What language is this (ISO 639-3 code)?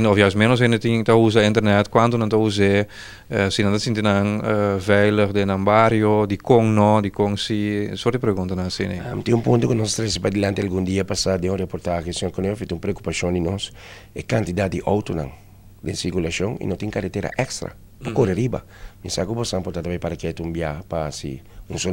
pap